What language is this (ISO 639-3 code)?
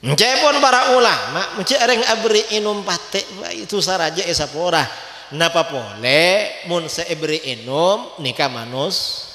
mad